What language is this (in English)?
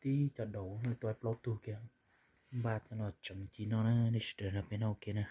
Hmong